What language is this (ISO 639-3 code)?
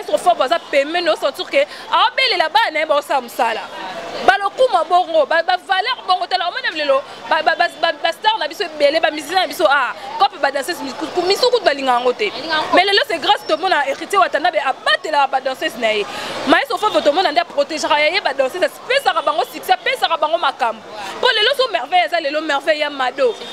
lin